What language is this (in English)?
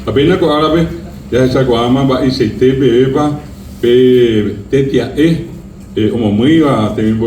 Guarani